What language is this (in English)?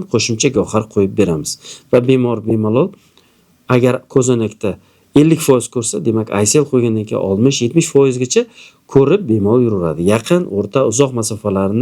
Uzbek